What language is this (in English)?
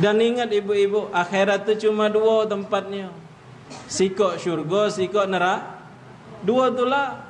Musi